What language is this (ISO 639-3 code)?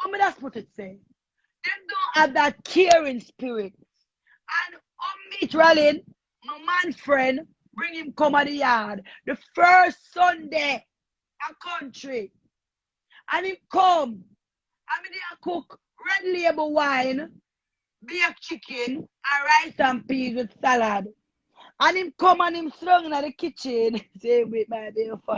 jam